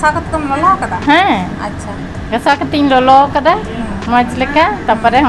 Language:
Santali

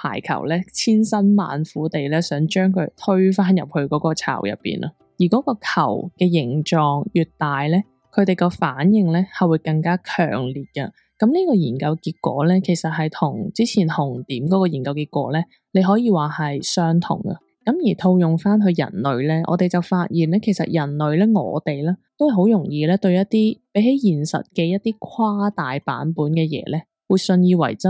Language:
Cantonese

